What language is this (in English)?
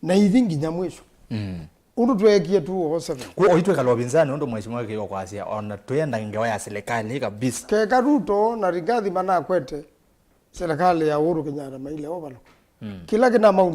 Kamba